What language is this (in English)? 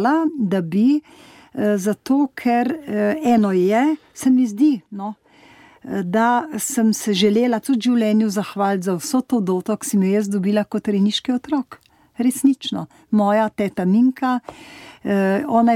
Slovenian